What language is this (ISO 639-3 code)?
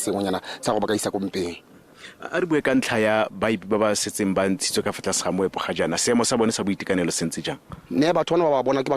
tsn